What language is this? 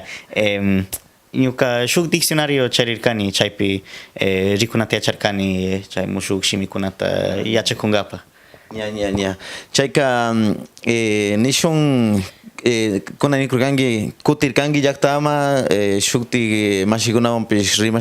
Cañar Highland Quichua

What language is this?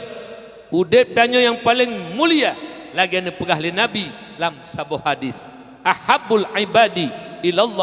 Achinese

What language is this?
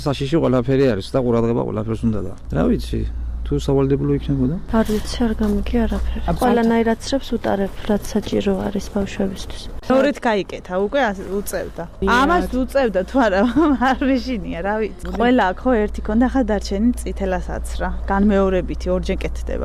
Georgian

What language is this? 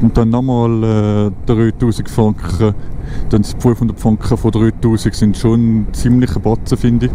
Swiss German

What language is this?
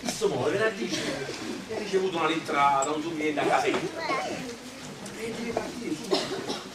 Neapolitan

